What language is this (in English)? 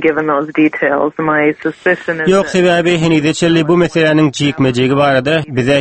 Turkmen